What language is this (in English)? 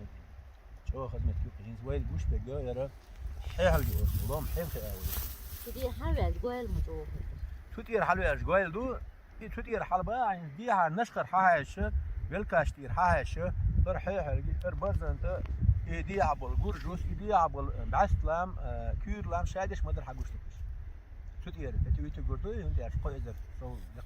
Chechen